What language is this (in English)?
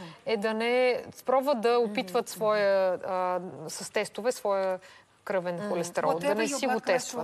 Bulgarian